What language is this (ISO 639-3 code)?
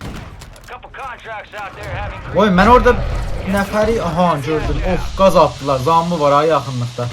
azb